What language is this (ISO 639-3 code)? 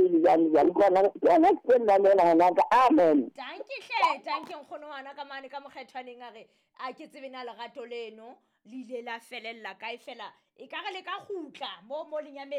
sot